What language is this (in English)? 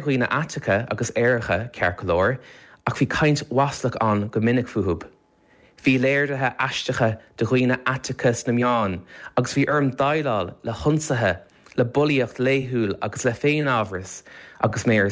Irish